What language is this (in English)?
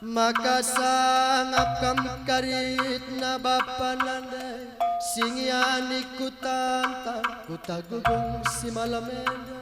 Batak Karo